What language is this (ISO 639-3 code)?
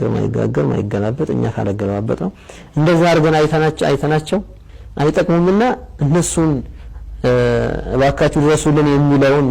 amh